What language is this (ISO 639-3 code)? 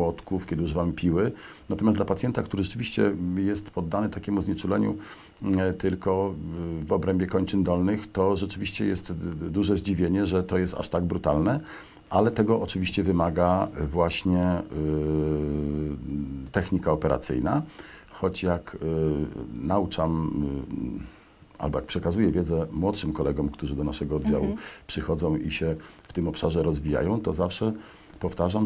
pol